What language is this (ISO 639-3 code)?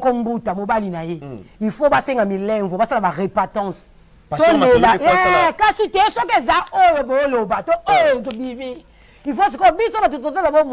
lin